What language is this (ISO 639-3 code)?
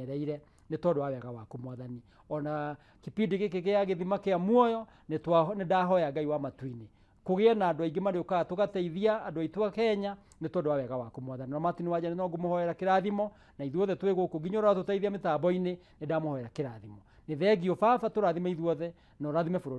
kik